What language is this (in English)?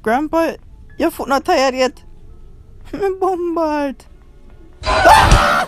Jamaican Creole English